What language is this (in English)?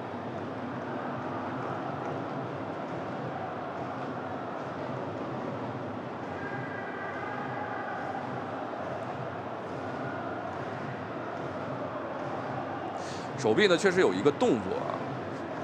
Chinese